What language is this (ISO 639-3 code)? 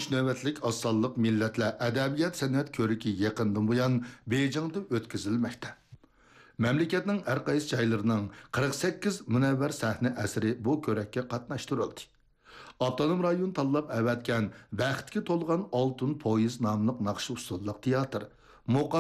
uig